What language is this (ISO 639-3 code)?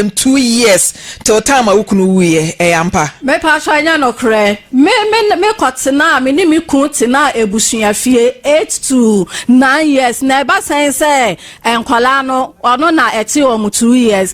aka